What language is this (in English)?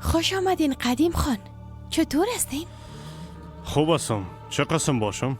Persian